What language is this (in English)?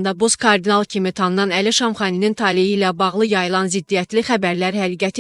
Azerbaijani